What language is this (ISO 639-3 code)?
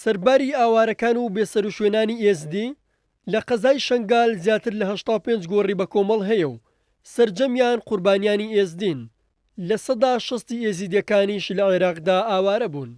ckb